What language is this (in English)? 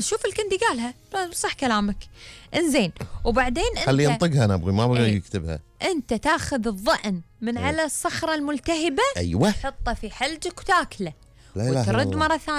Gulf Arabic